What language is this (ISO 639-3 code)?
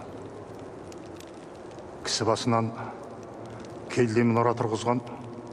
kaz